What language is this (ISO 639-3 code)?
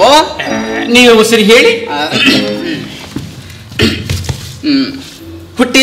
kan